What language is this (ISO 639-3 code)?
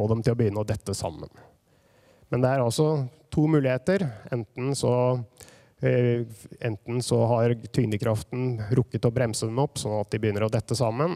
nor